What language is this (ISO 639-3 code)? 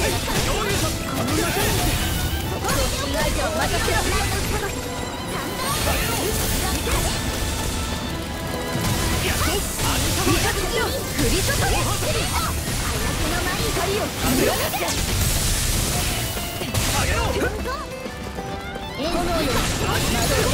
jpn